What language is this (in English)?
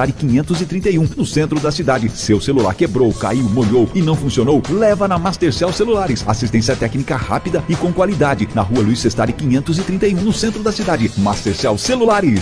Portuguese